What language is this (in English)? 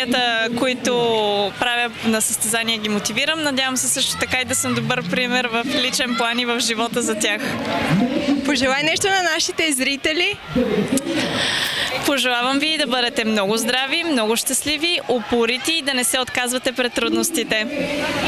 Bulgarian